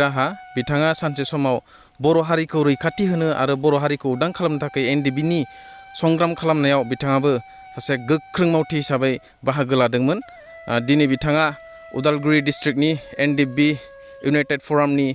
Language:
Bodo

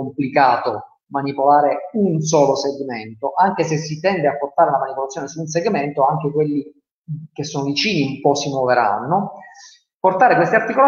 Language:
Italian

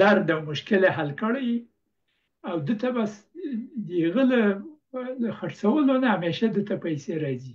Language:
Pashto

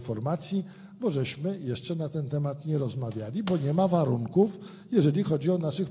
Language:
Polish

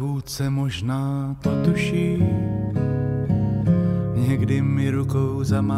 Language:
Czech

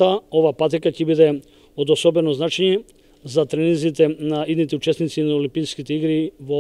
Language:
Macedonian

